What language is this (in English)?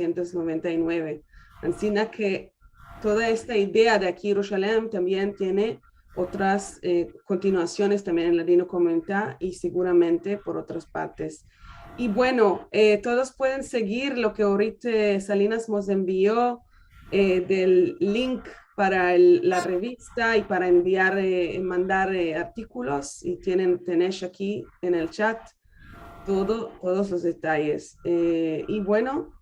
Ladino